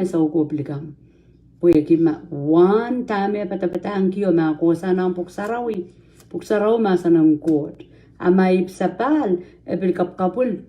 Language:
Pohnpeian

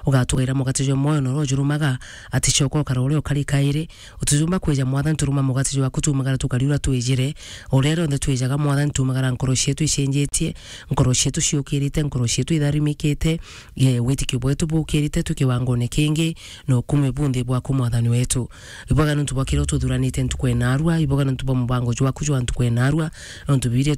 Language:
Meru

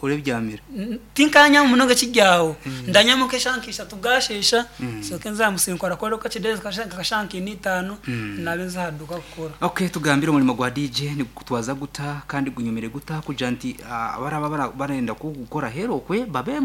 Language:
Nyankole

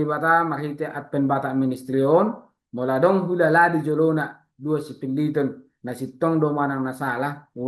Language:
Batak Toba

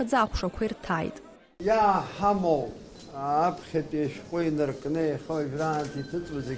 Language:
Abkhazian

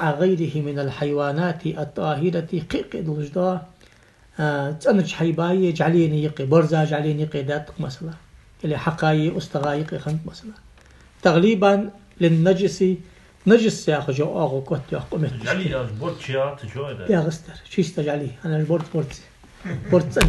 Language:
Ingush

